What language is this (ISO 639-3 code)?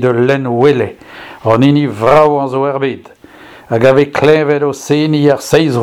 bre